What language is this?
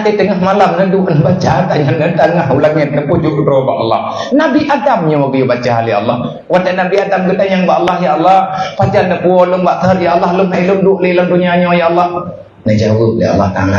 Achinese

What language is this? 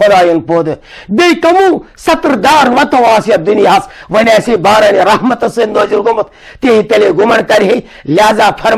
Kashmiri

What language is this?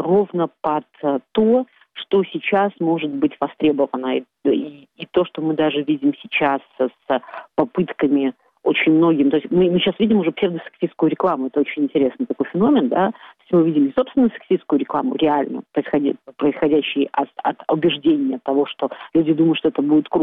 Russian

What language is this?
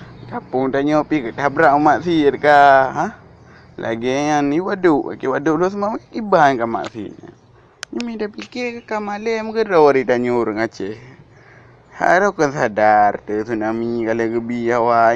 Achinese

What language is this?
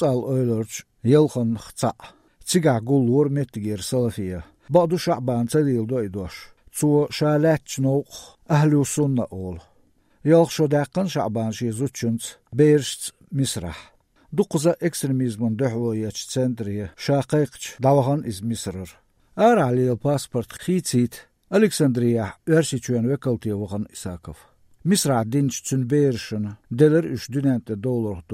Belarusian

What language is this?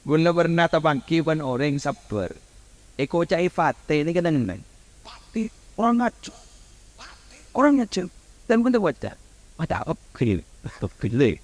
Madurese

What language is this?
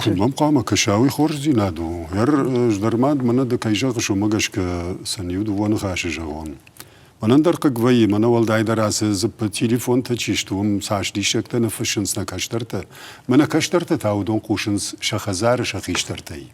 Ossetic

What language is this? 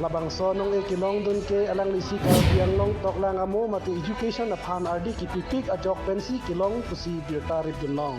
Karbi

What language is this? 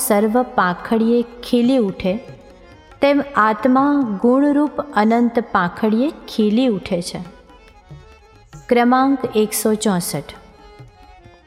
Gujarati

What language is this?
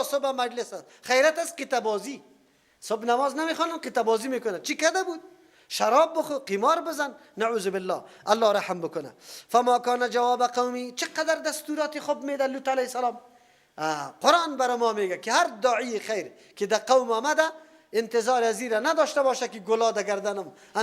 Persian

